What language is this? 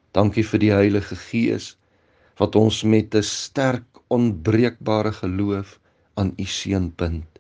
Afrikaans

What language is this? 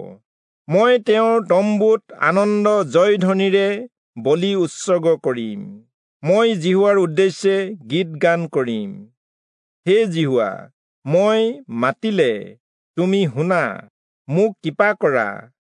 Assamese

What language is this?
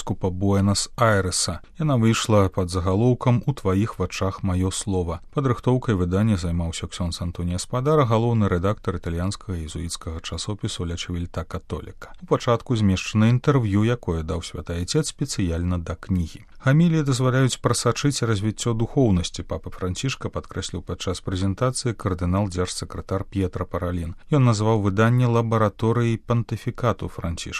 Belarusian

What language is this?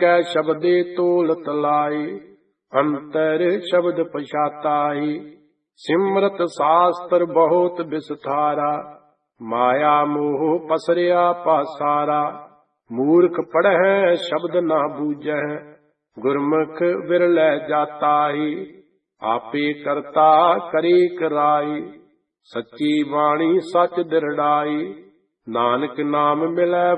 Punjabi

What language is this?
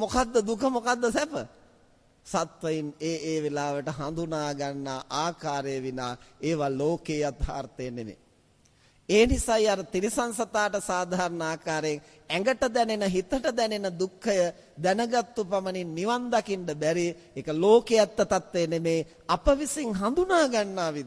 Sinhala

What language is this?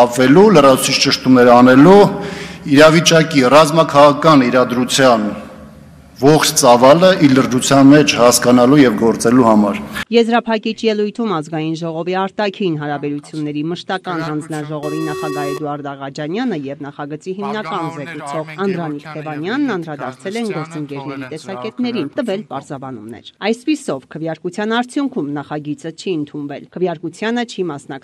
Armenian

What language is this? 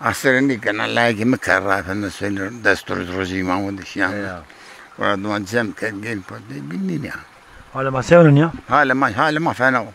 Zaza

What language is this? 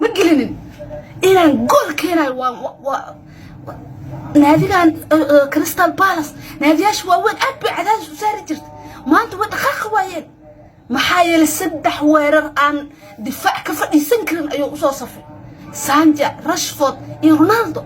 Somali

